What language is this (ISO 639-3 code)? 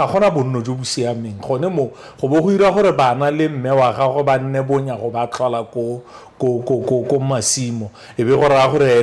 tsn